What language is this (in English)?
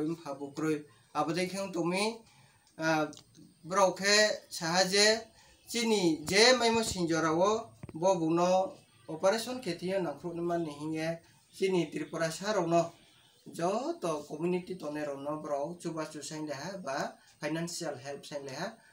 Riang (India)